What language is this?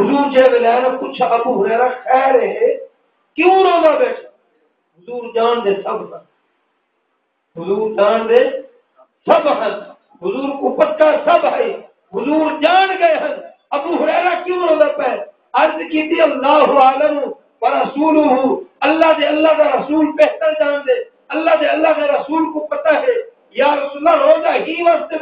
Saraiki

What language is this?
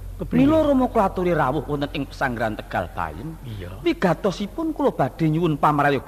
Javanese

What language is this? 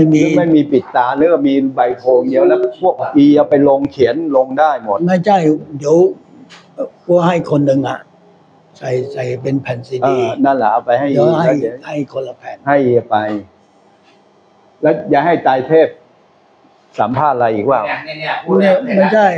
Thai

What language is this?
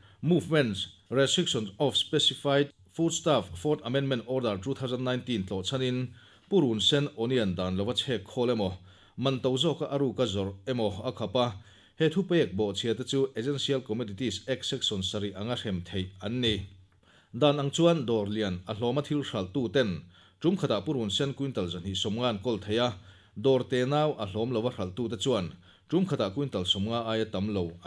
Mizo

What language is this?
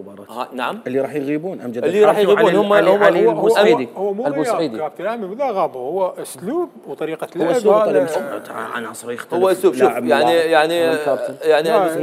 Mesopotamian Arabic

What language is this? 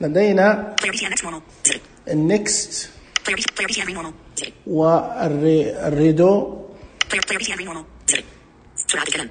Najdi Arabic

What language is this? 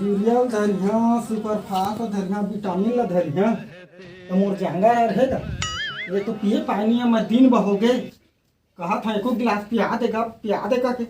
Chhattisgarhi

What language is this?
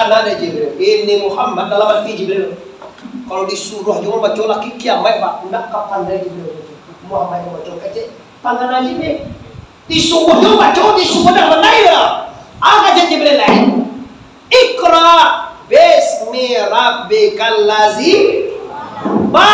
Minangkabau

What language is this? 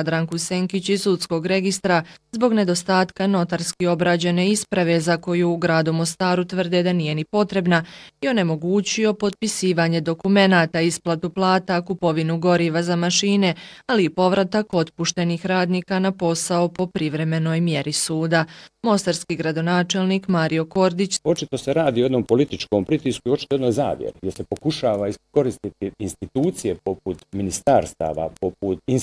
Bosnian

